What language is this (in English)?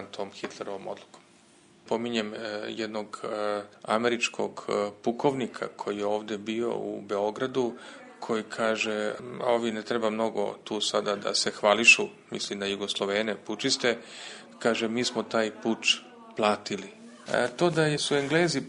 Serbian